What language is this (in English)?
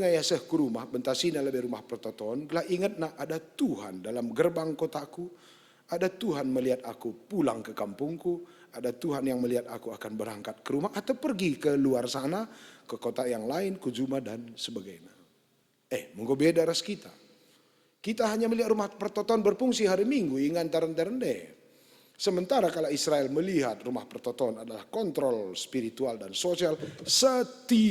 Batak Karo